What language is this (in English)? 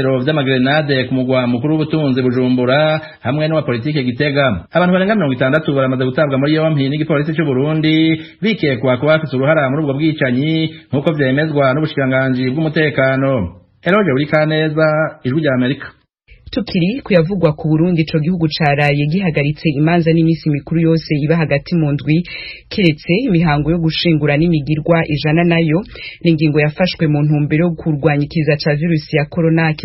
Rundi